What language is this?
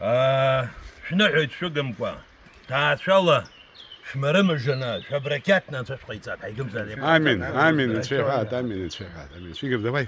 Abkhazian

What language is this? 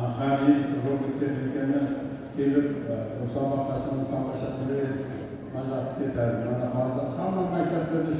Uzbek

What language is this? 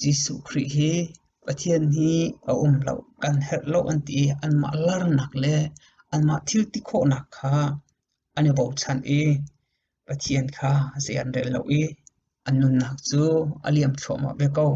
Hakha Chin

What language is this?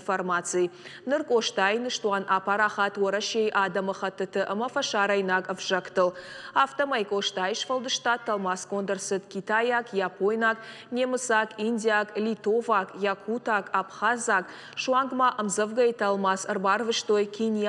Ossetic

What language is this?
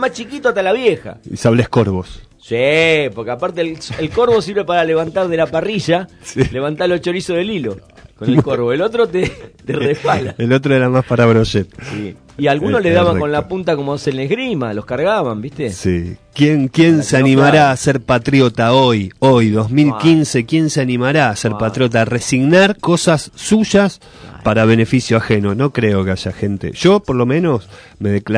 Spanish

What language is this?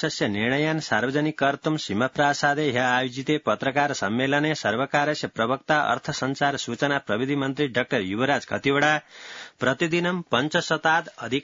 Sanskrit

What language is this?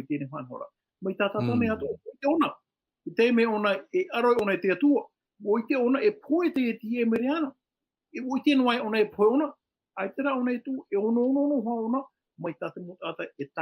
Tahitian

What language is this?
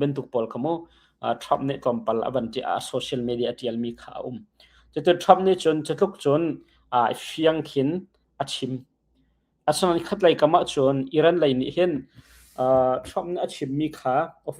Hakha Chin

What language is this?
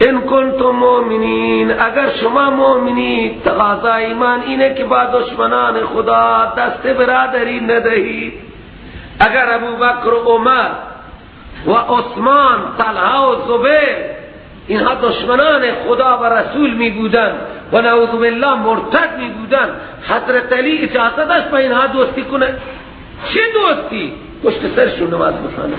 Persian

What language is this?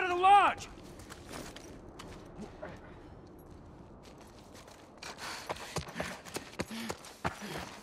English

